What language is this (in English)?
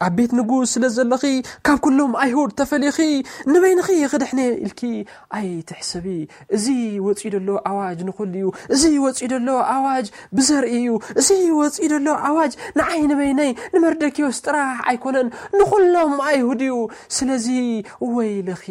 Tigrinya